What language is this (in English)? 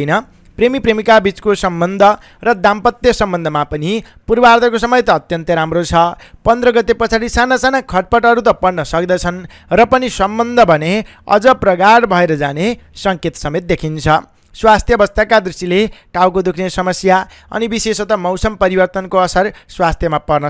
Nepali